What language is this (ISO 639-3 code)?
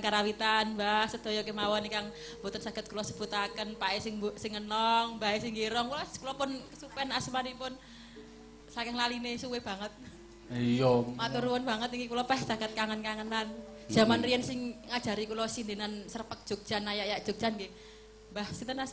jav